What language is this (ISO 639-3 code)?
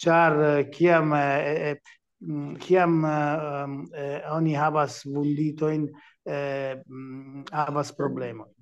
epo